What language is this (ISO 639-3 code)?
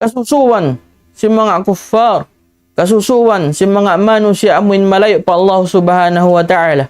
tsg